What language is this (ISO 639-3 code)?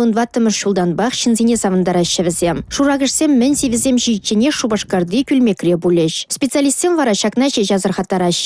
chv